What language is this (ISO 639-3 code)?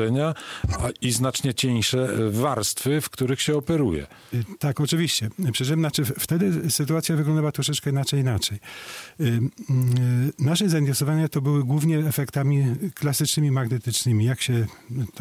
pol